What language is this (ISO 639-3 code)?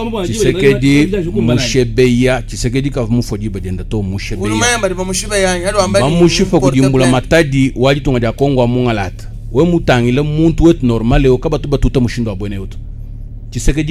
lua